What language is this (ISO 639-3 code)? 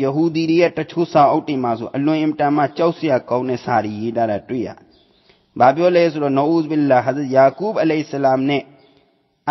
mya